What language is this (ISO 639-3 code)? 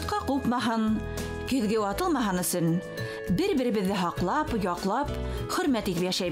bak